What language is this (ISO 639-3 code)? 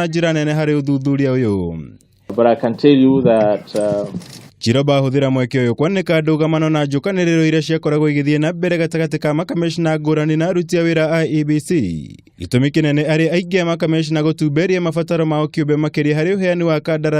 kik